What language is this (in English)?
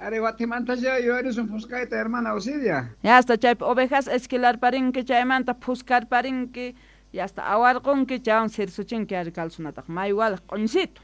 South Bolivian Quechua